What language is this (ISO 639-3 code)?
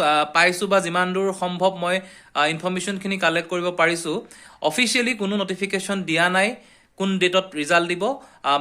asm